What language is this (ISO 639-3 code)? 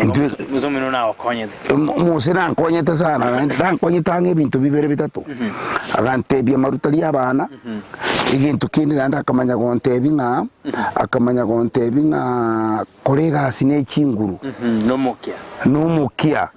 guz